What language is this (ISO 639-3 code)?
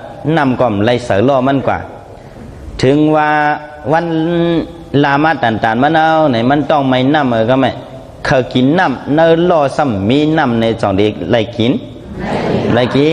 shn